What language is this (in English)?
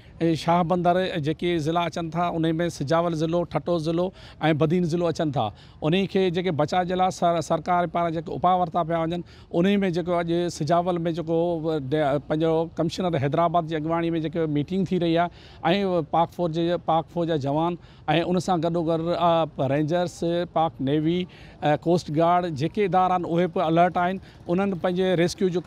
Sindhi